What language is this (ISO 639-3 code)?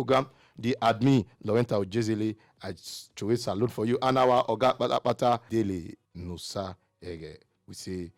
pcm